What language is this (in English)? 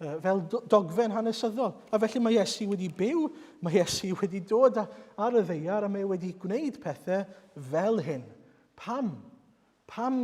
Welsh